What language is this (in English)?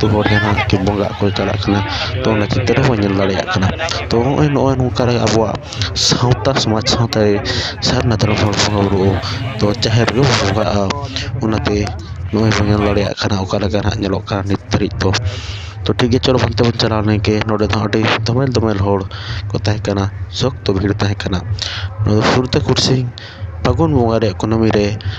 Santali